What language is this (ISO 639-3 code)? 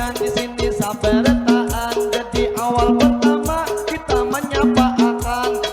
bjn